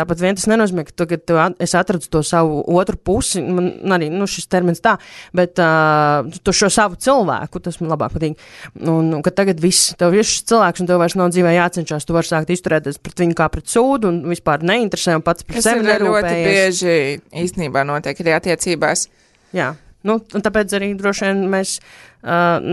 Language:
Latvian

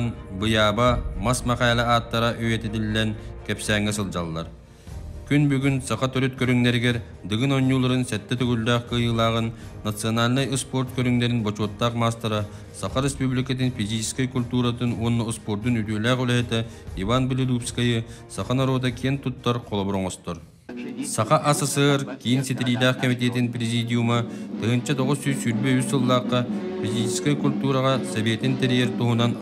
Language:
Yakut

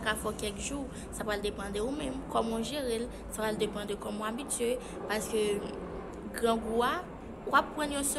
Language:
Haitian Creole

